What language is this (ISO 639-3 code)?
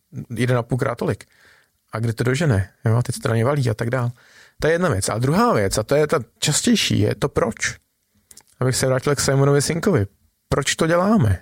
ces